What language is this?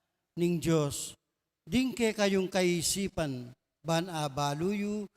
Pampanga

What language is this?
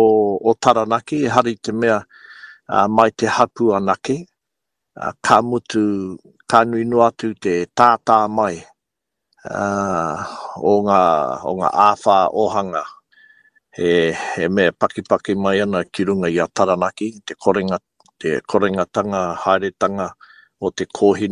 Māori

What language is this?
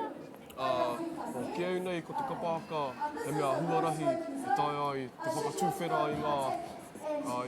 Māori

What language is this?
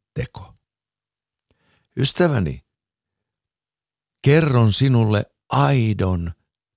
Finnish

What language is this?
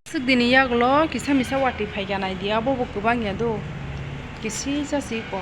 Kok Borok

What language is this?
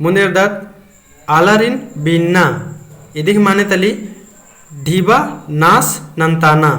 Kurukh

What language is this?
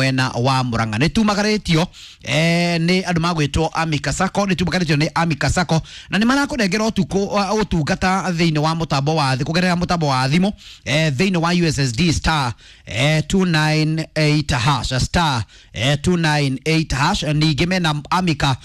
Kikuyu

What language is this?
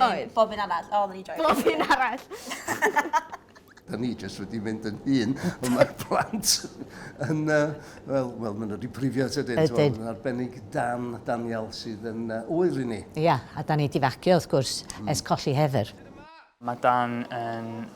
Welsh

